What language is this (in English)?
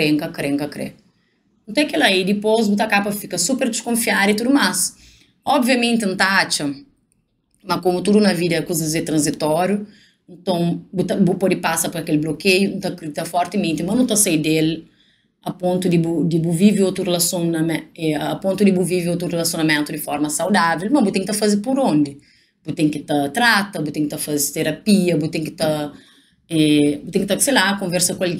Kabuverdianu